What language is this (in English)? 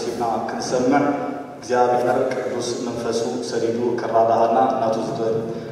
Tigrinya